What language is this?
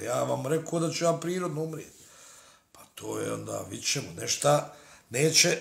Bosnian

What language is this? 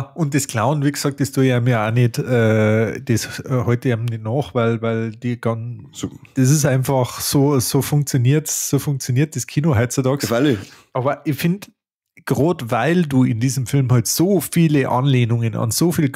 Bavarian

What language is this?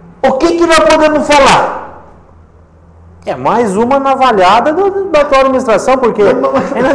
Portuguese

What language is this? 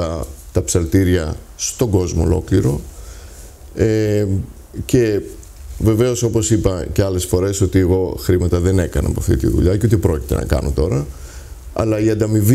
Greek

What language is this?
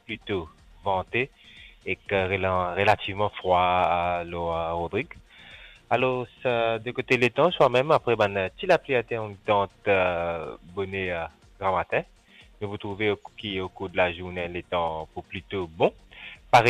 Morisyen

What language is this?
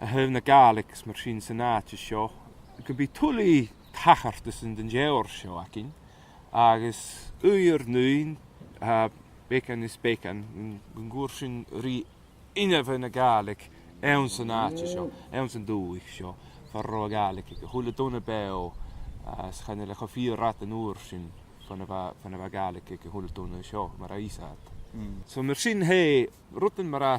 Scottish Gaelic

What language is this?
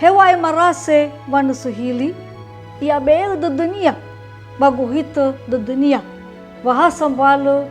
Nias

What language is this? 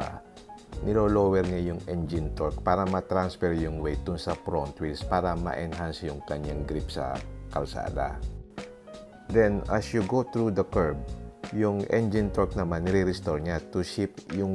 Filipino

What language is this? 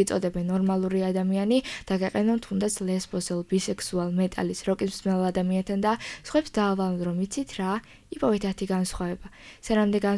Georgian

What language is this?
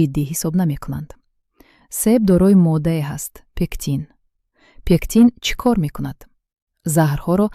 Tajik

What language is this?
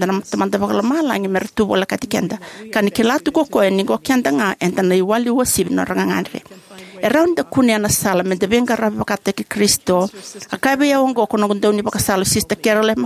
Fijian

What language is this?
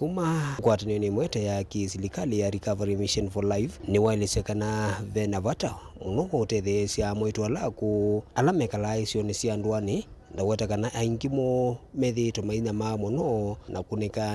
Kamba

